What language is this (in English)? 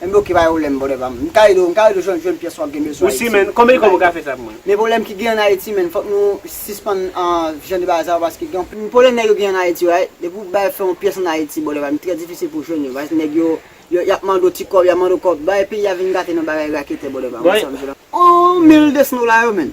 Haitian Creole